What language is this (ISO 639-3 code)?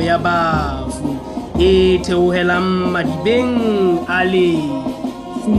sot